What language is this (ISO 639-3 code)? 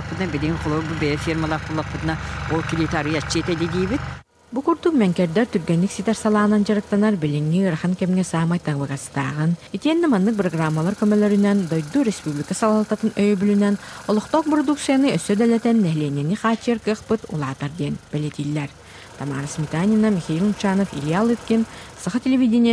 sah